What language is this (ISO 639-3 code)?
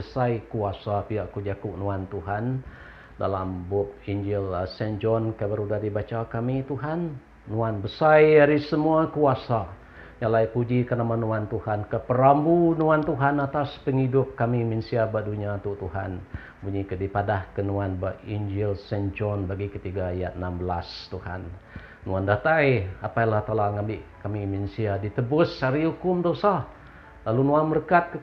iba